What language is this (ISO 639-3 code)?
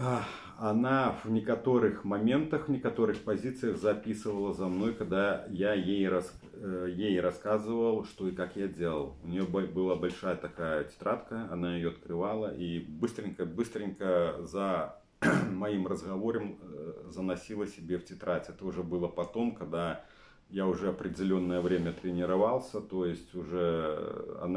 rus